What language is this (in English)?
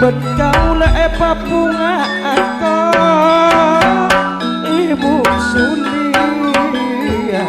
Madurese